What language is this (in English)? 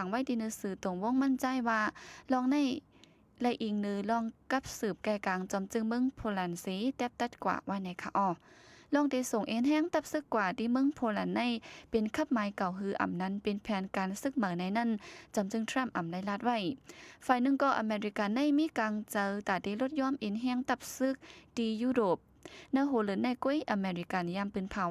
Shan